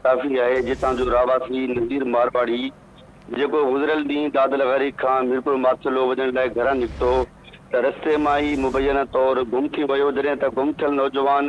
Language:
Sindhi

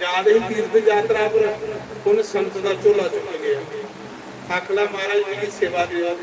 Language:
Dogri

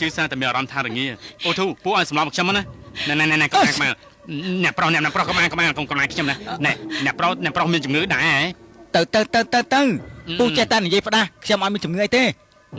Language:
Khmer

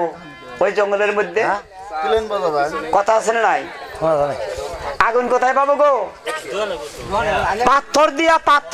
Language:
Bangla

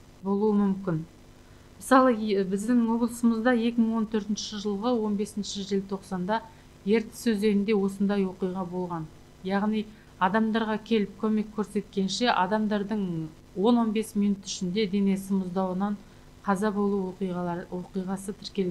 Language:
Kazakh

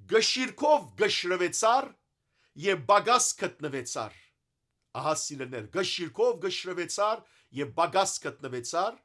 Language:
Western Armenian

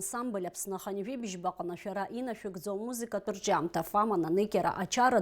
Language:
Abkhazian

